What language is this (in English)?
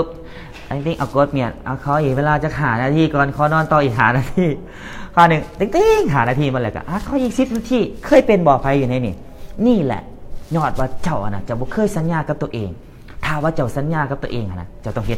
Lao